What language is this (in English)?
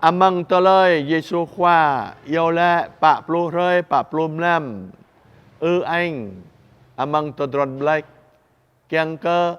Jarai